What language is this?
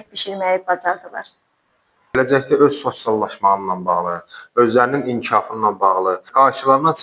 Azerbaijani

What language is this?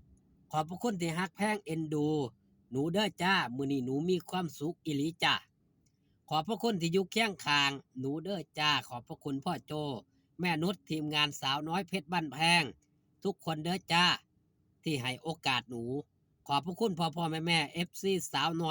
Northeastern Thai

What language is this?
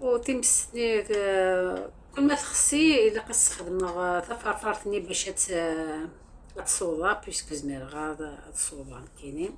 Algerian Arabic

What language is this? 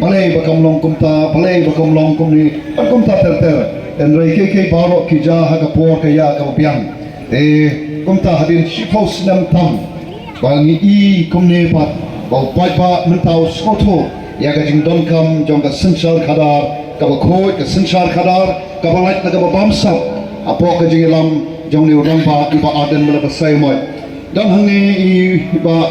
Khasi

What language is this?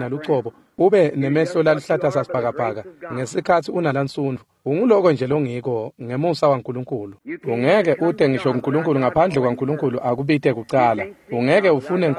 Swati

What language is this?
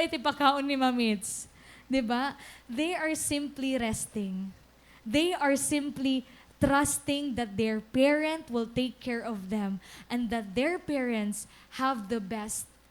Waray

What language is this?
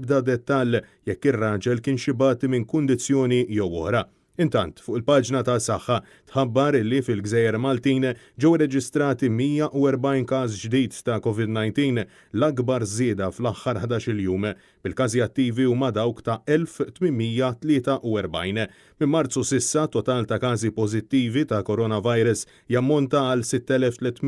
Maltese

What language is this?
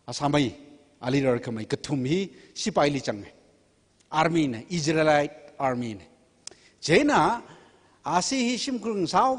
Tangkhul Naga (India)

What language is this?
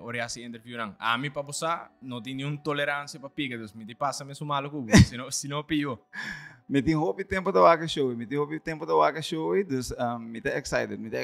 Papiamento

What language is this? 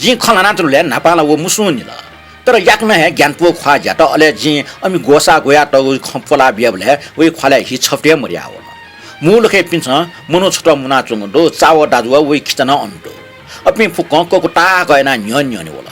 Newari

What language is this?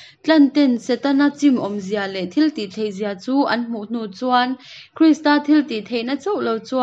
Hakha Chin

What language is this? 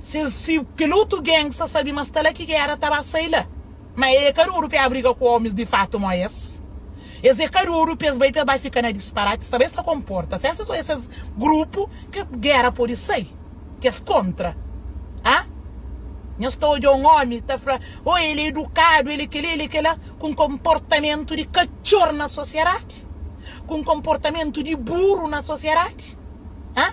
Kabuverdianu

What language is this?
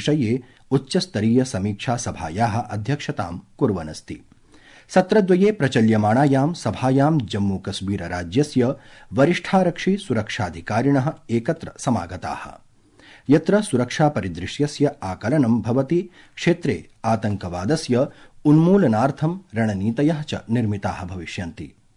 Sanskrit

